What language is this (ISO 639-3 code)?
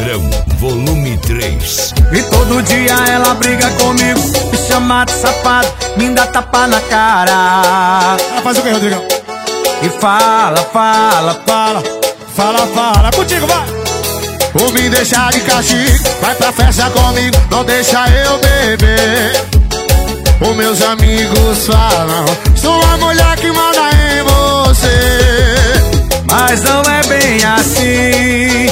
por